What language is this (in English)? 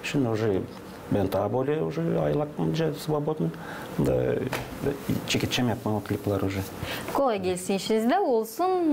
Gagauz